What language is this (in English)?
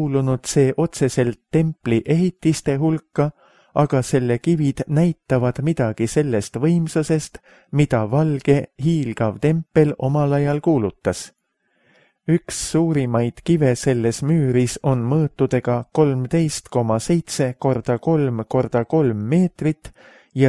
Estonian